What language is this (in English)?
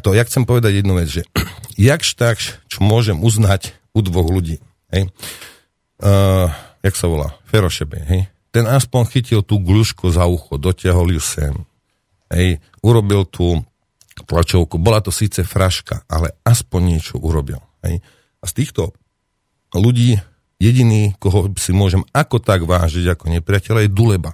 Slovak